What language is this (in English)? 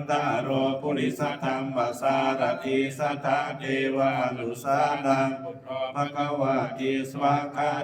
Pali